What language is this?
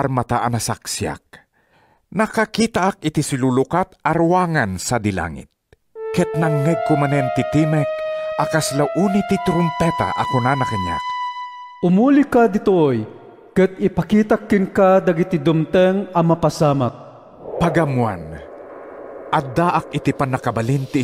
Iloko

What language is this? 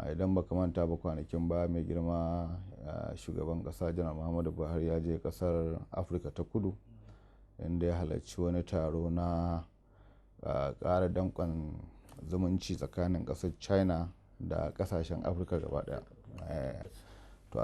Hausa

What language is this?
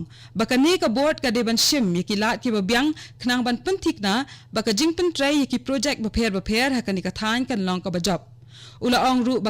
Khasi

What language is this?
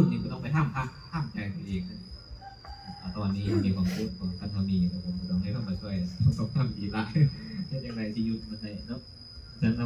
Lao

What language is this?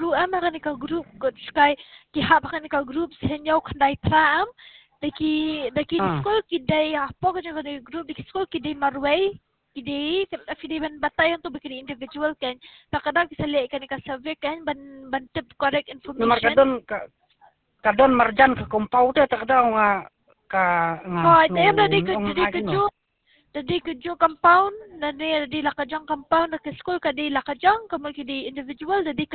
Khasi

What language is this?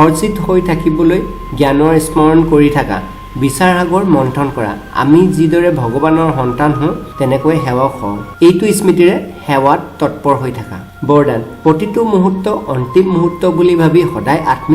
Assamese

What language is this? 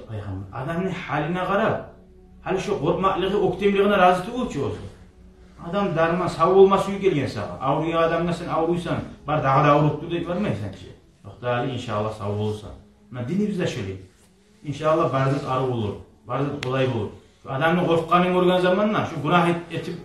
Kumyk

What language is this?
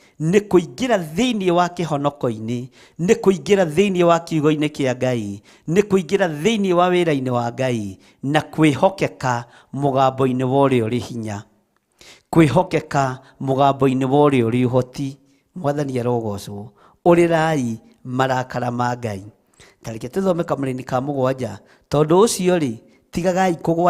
Kikuyu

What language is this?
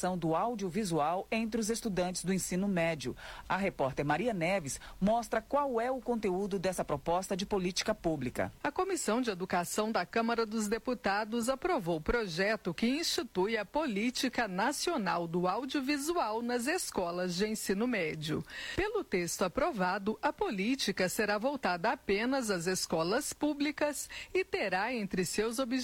Portuguese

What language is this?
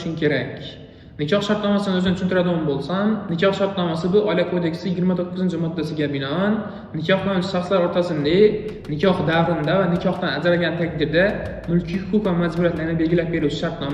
Uzbek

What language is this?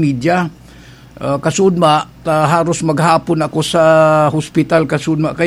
Bikol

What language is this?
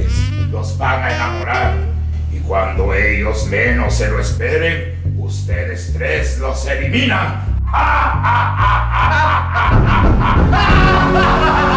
Spanish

